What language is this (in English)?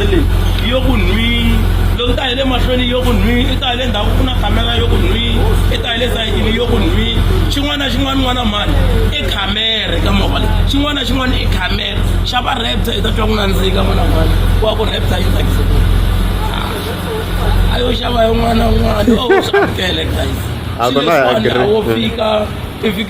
Tsonga